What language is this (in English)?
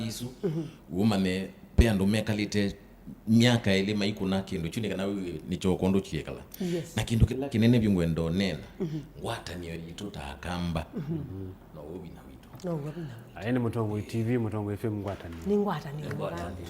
Kamba